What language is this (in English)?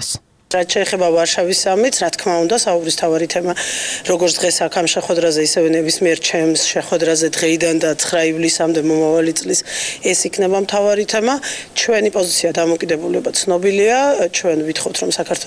Georgian